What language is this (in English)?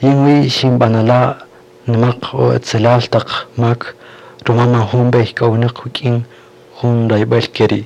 Kaqchikel